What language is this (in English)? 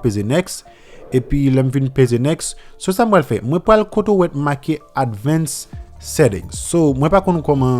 Haitian Creole